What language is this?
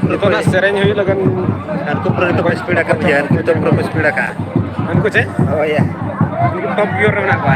Santali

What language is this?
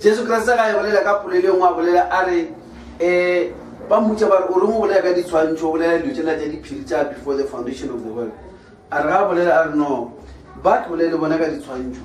Northern Sotho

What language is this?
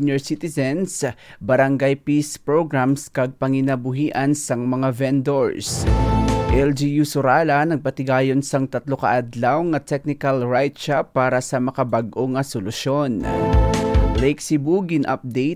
Hiligaynon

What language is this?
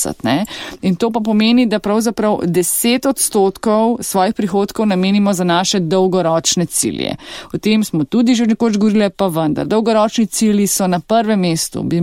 Slovenian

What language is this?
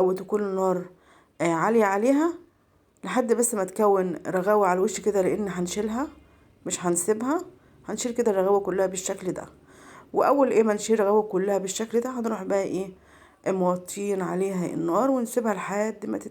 Egyptian Arabic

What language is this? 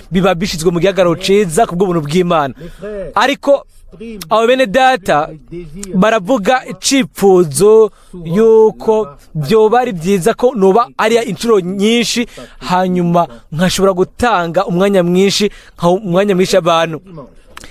Rundi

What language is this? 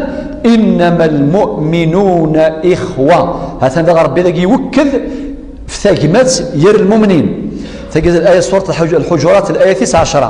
Kabyle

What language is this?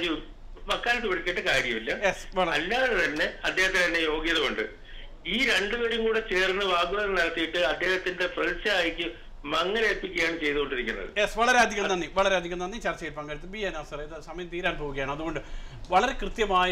Malayalam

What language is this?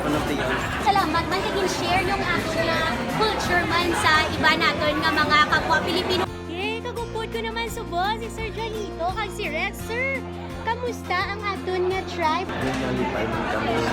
Hiligaynon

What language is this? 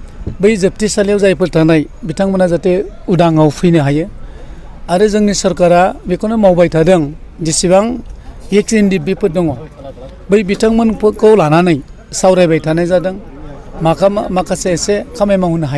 Bodo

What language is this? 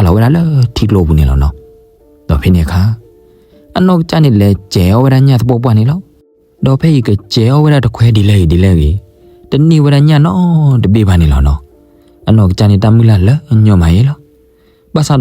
S'gaw Karen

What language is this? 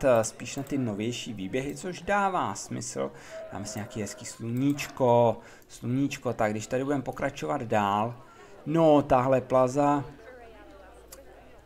Czech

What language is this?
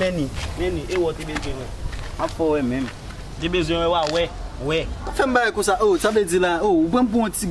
Haitian Creole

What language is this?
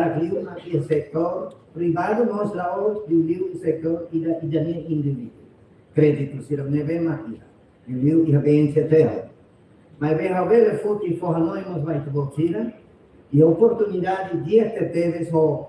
Tetum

